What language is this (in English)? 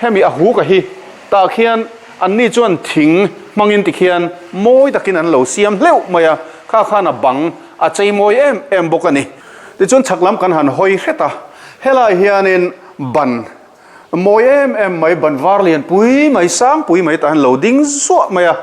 Mizo